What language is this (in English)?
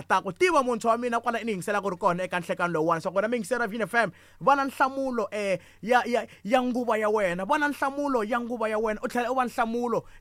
Tsonga